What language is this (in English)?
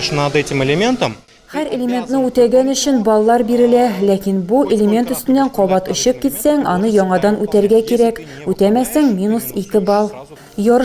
Tatar